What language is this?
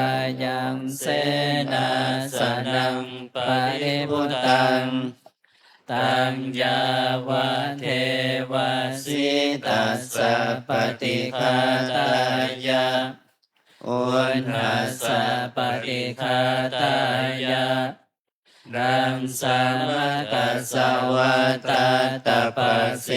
Pali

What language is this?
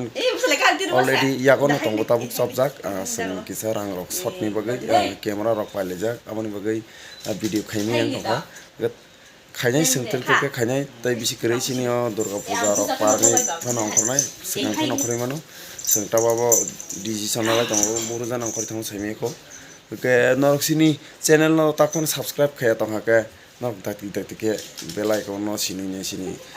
Kok Borok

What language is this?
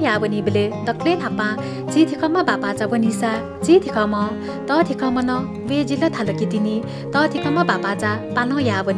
Newari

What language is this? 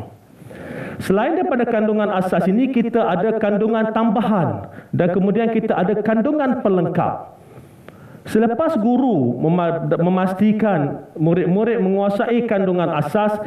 Malay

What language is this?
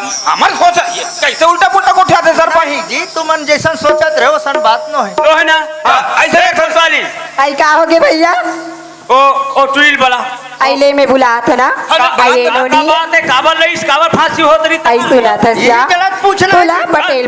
Chhattisgarhi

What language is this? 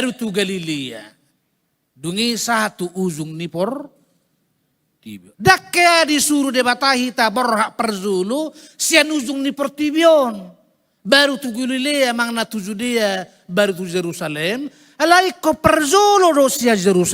Batak Toba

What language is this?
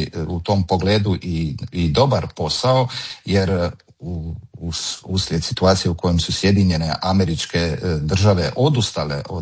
Croatian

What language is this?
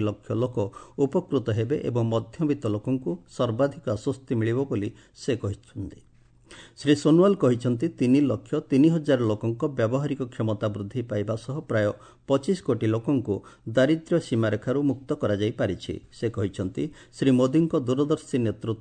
Odia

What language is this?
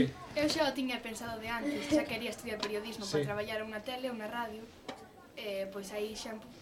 Galician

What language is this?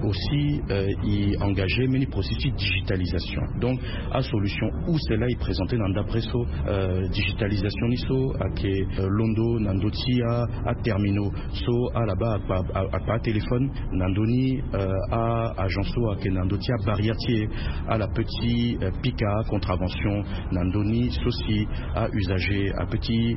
Sango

